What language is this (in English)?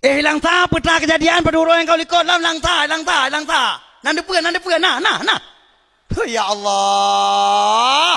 Achinese